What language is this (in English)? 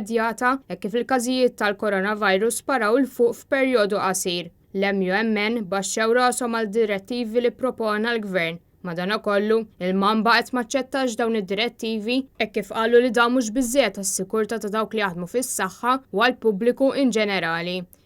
Maltese